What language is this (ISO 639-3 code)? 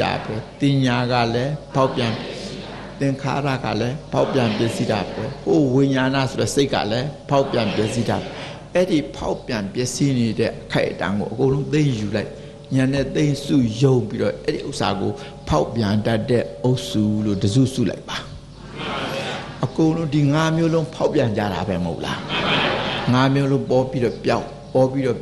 mya